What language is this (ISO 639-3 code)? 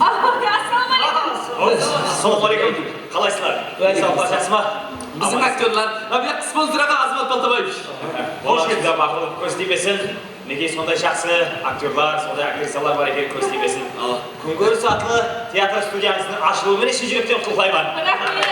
kaa